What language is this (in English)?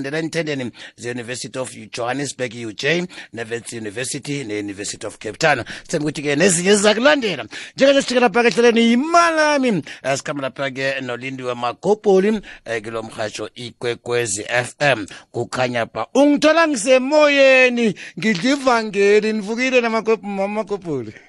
South Ndebele